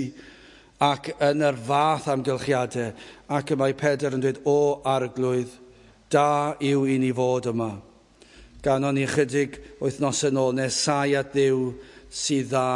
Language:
Welsh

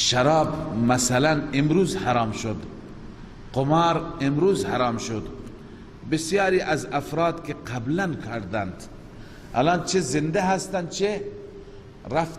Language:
Persian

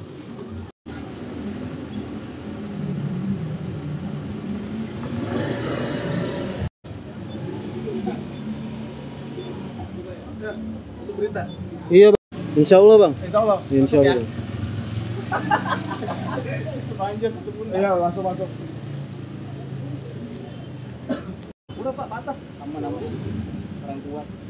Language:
Indonesian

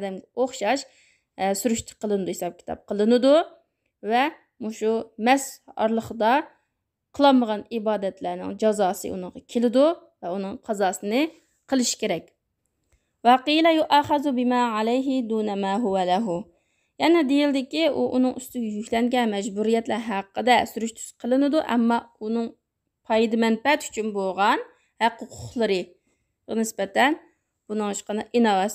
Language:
Uyghur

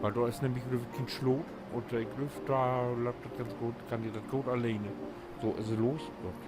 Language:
Low German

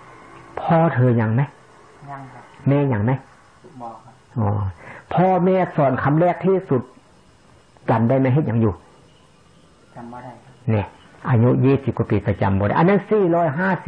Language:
Thai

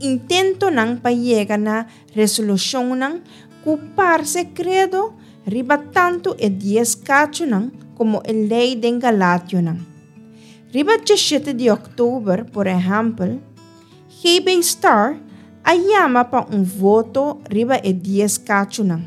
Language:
Papiamento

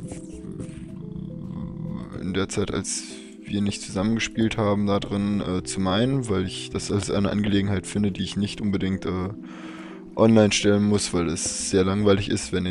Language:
German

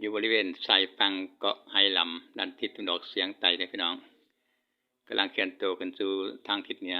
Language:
Lao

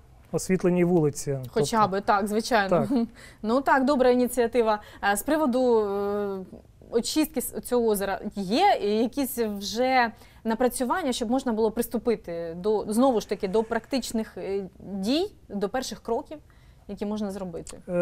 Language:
Ukrainian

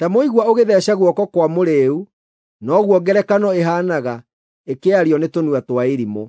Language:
Kikuyu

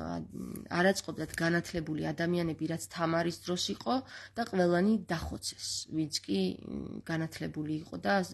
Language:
Georgian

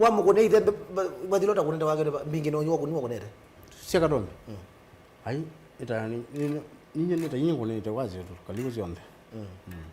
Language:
Kamba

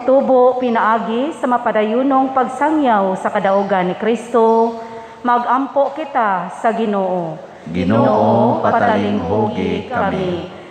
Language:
Cebuano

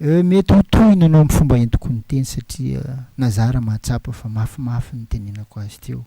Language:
Malagasy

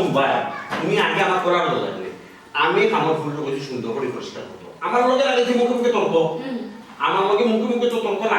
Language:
Sylheti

